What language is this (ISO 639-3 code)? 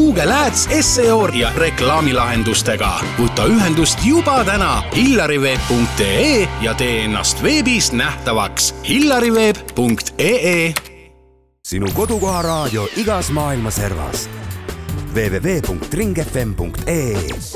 est